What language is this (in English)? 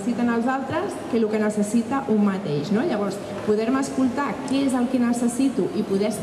Catalan